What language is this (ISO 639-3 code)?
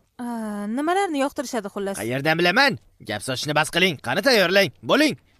uzb